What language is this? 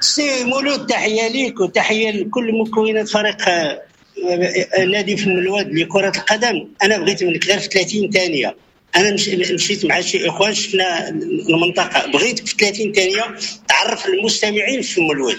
Moroccan Arabic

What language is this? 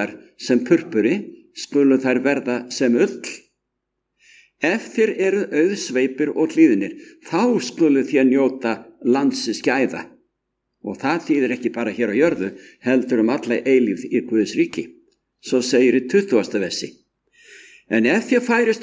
Icelandic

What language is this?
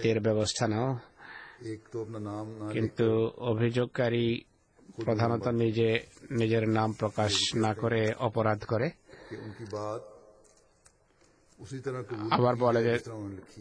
Bangla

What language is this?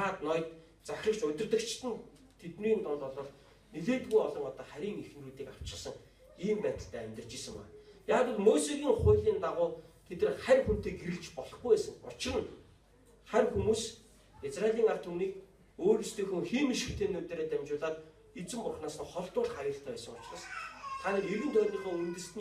Mongolian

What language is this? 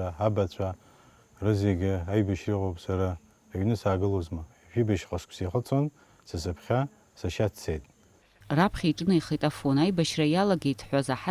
Abkhazian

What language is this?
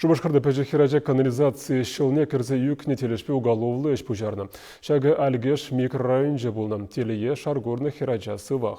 Chuvash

